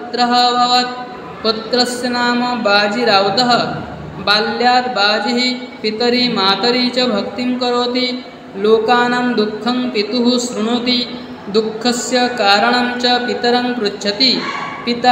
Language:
Odia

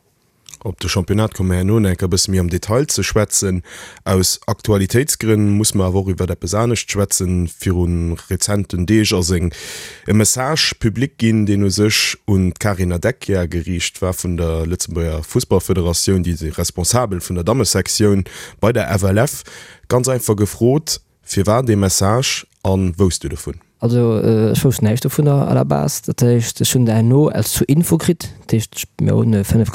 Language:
Luxembourgish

